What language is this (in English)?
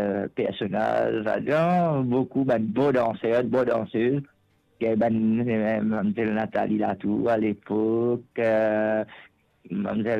Morisyen